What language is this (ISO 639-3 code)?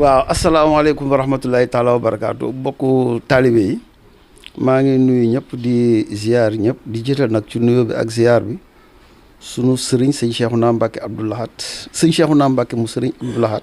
wol